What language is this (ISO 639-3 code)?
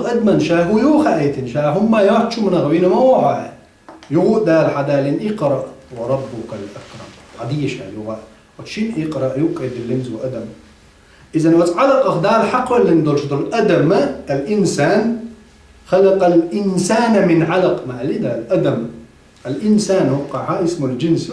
che